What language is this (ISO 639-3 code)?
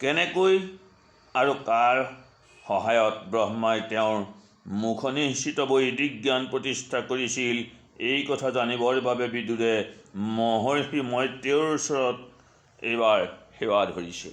asm